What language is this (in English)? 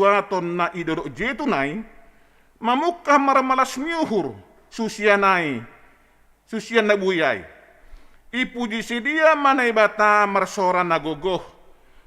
Batak Simalungun